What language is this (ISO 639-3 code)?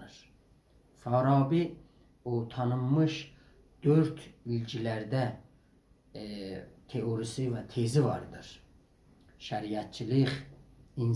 azb